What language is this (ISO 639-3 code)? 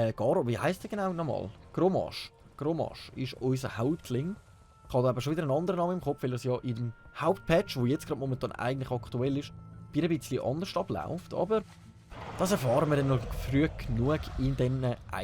gsw